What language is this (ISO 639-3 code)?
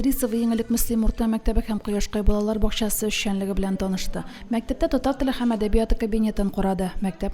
tat